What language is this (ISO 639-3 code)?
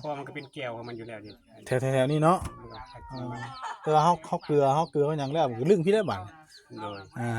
tts